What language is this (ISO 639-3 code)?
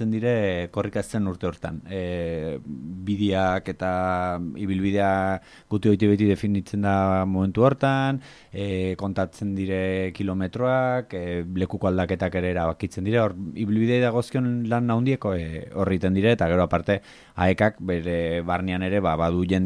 eus